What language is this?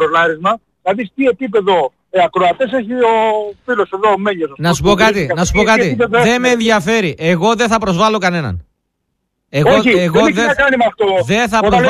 Greek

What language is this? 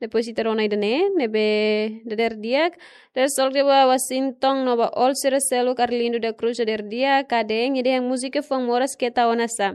Tetum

